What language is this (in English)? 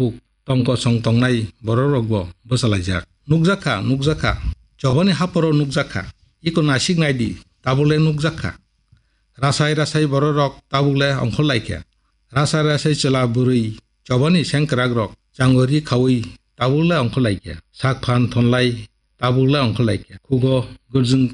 Kok Borok